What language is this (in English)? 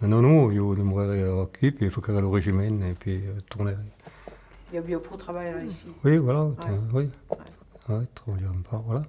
Occitan